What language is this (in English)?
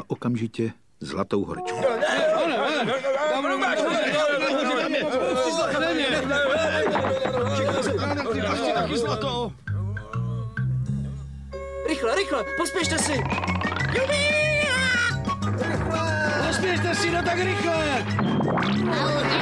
Czech